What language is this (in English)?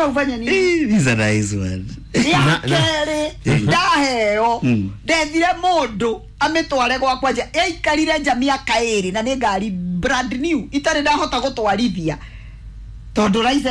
Kikuyu